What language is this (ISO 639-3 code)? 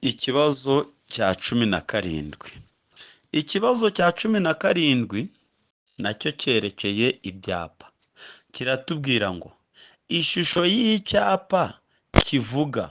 kin